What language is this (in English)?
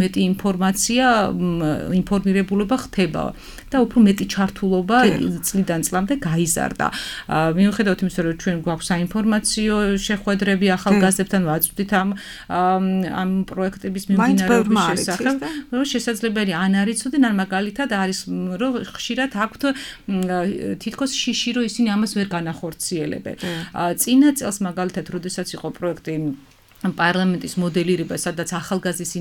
Georgian